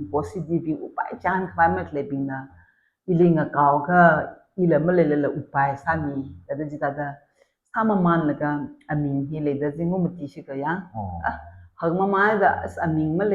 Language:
Tangkhul Naga (India)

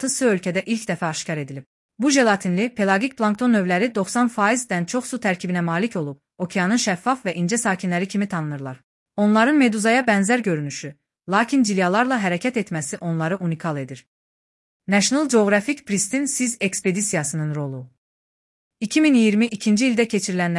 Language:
Azerbaijani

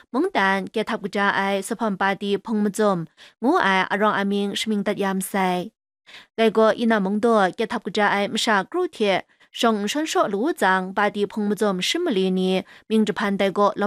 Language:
Kachin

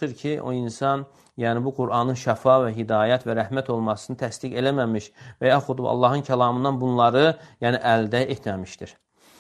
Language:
Azerbaijani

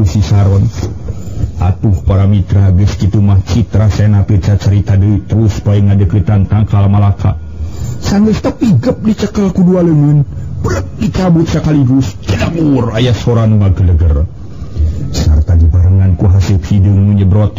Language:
Sundanese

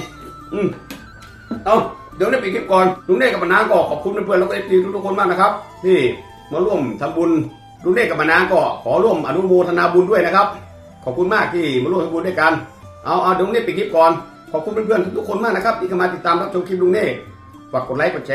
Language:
Thai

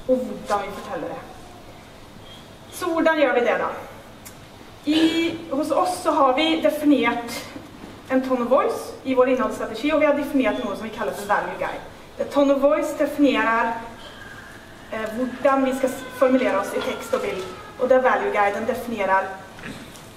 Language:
Norwegian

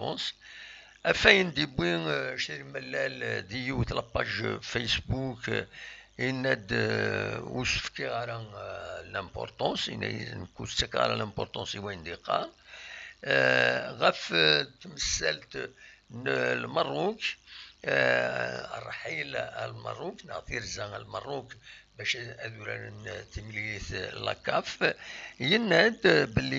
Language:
Kabyle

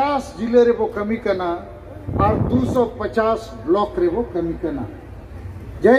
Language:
Santali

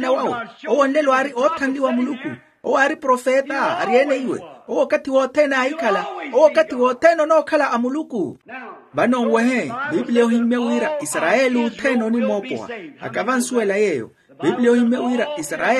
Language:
Makhuwa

